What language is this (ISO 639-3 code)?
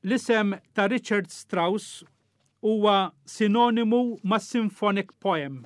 mlt